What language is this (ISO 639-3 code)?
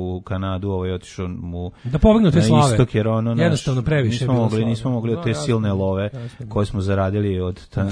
srp